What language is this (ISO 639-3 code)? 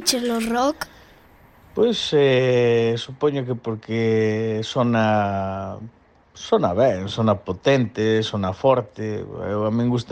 glg